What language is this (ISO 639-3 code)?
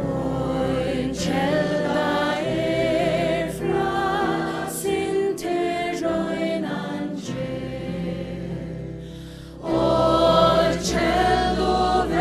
fao